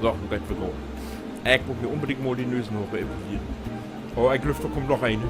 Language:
Low German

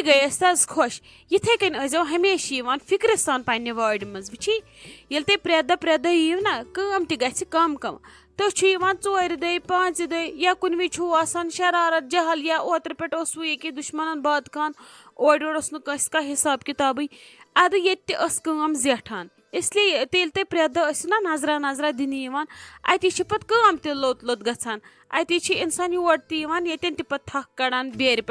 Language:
Kashmiri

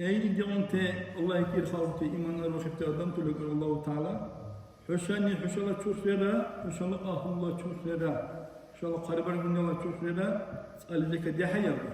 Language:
Dargwa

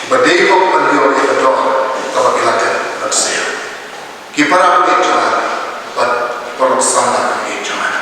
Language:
Khasi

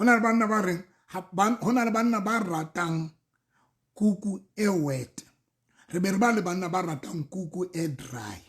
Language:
Southern Sotho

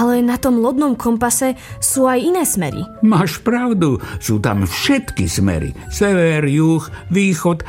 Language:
Slovak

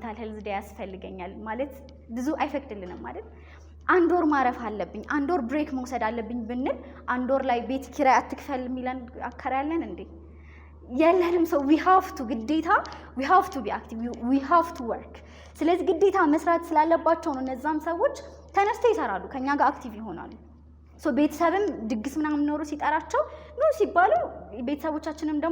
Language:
Amharic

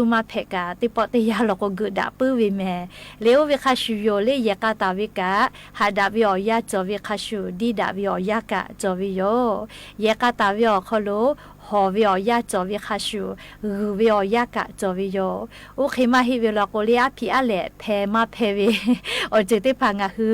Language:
Lahu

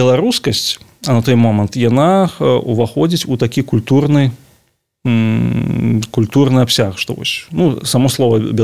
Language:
Belarusian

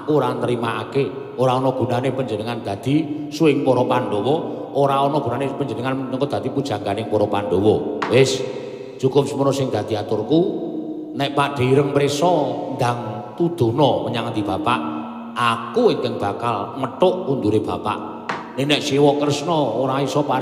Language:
Javanese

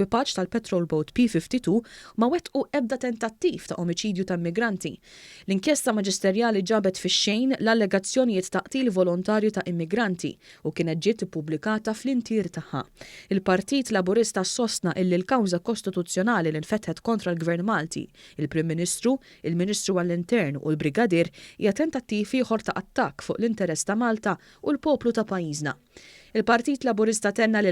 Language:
Maltese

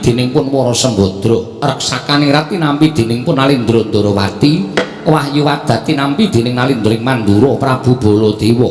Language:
Javanese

